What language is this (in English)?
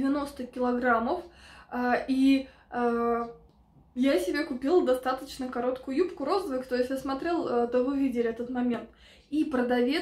Russian